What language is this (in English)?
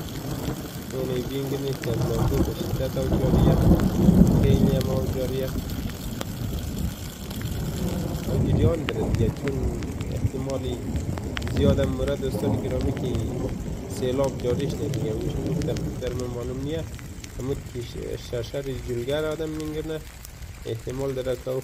Hazaragi